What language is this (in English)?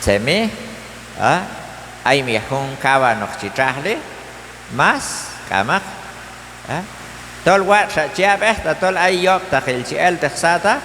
Q'anjob'al